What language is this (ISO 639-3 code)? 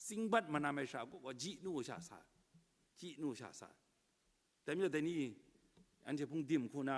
kac